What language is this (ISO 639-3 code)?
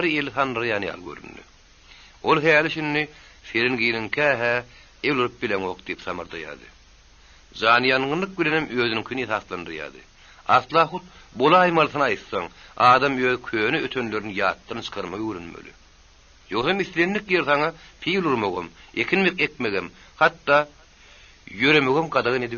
tuk